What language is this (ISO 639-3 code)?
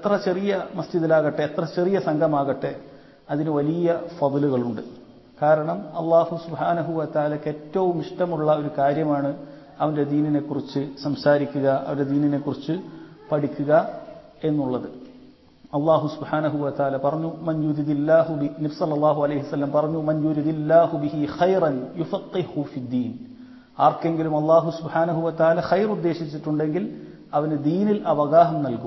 mal